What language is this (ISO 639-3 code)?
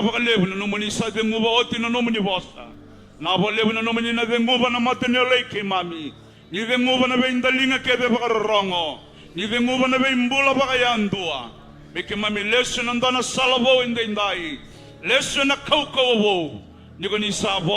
fij